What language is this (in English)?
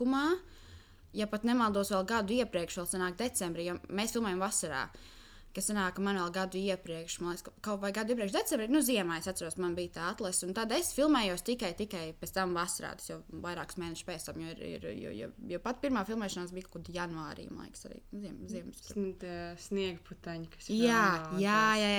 Latvian